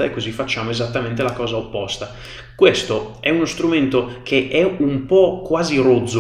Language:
Italian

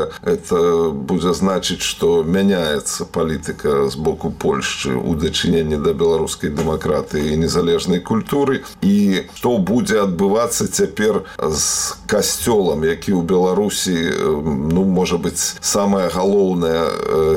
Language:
Belarusian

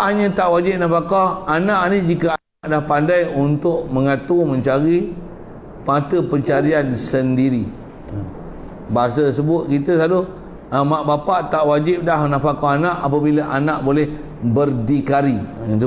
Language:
Malay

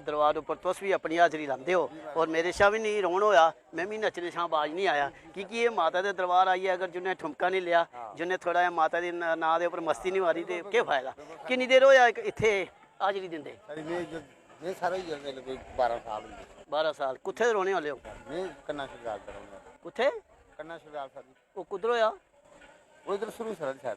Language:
Dogri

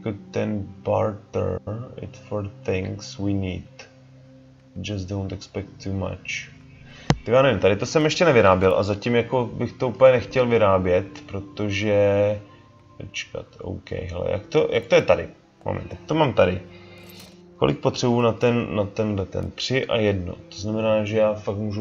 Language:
Czech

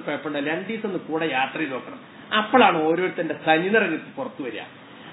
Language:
Malayalam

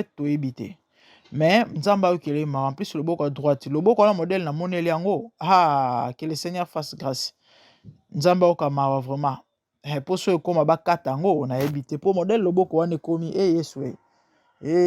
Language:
Lingala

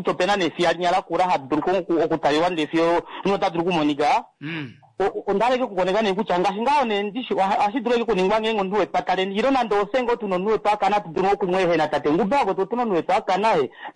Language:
Kuanyama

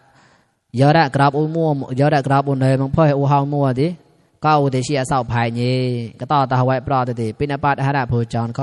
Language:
Mon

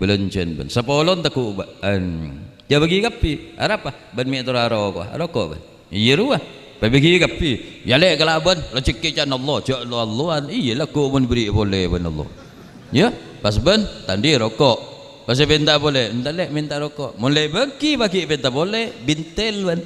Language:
Madurese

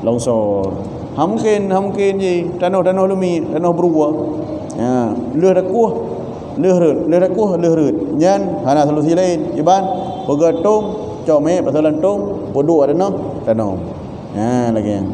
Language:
Achinese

